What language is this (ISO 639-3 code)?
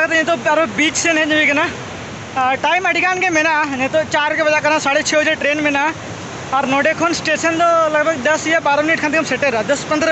sat